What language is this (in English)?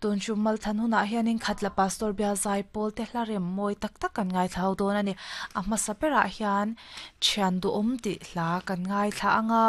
Mizo